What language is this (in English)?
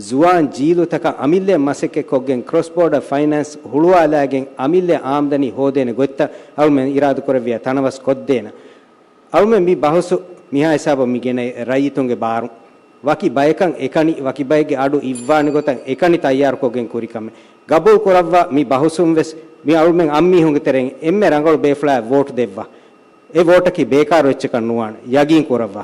Divehi